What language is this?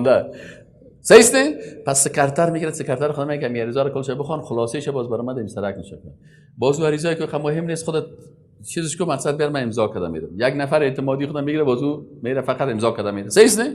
Persian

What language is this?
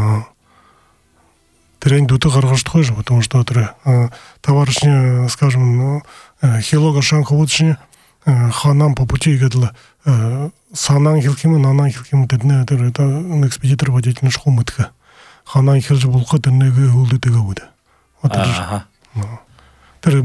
Buriat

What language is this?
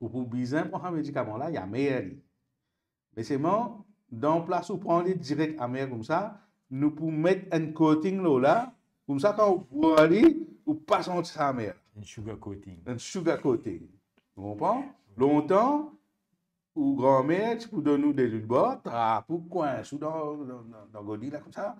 Morisyen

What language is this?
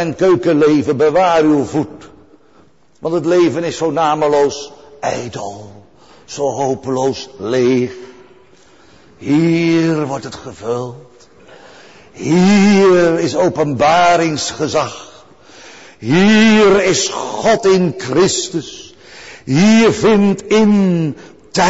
Dutch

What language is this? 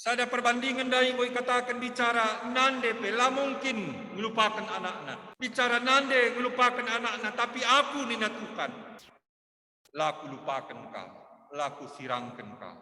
Batak Karo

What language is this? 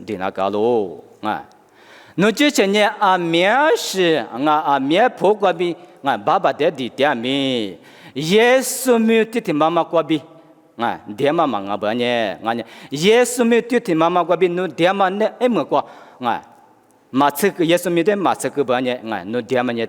Lisu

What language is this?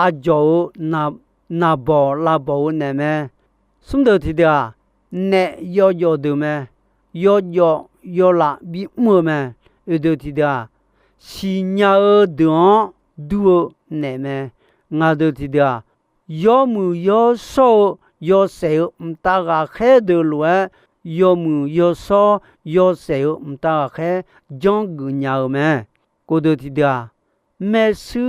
Akha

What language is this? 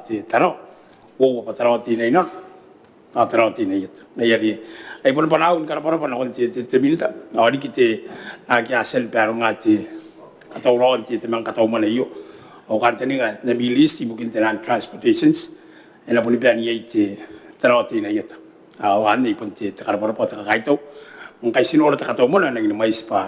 Gilbertese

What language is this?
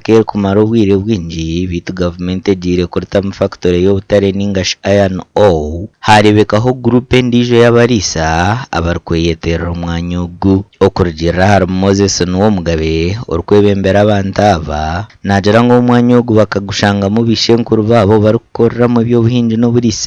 Nyankole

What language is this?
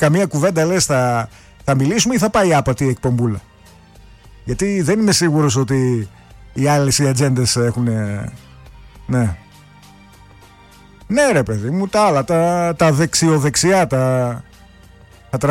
Greek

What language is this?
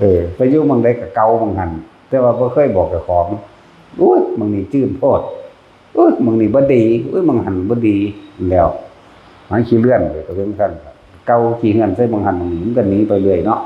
Northeastern Thai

